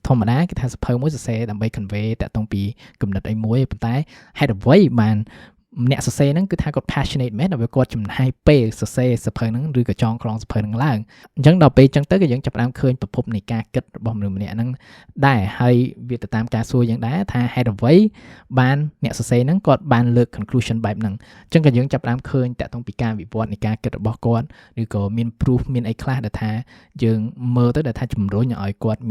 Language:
Khmer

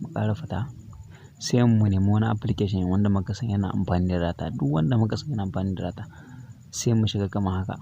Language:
Hausa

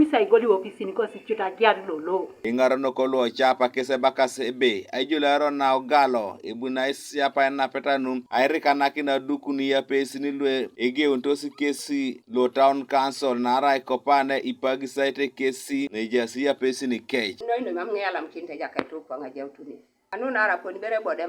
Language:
Teso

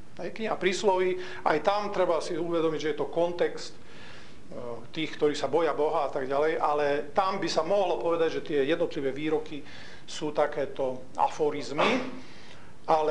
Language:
Slovak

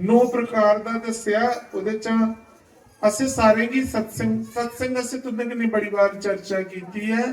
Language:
Dogri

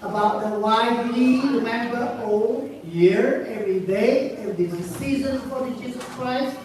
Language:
Central Mnong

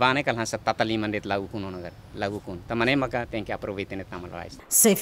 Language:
Tetum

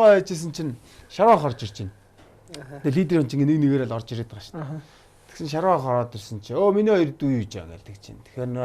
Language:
Mongolian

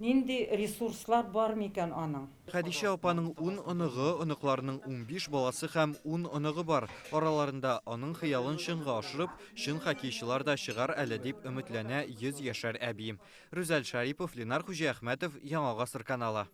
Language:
Tatar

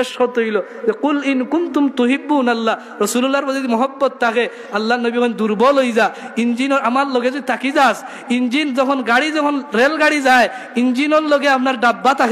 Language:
Sylheti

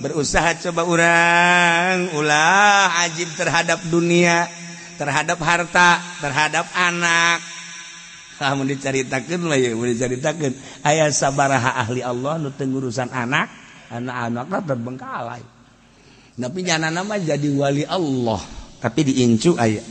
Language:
Sundanese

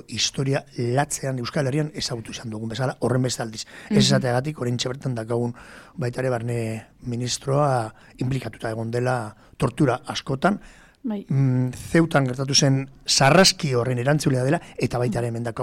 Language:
Basque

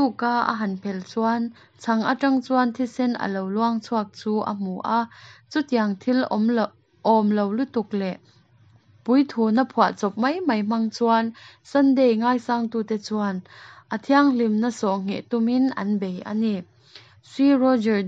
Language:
Mizo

